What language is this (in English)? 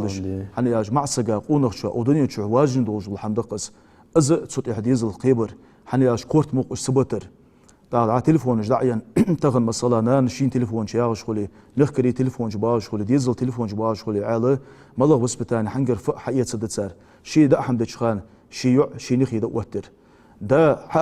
Ingush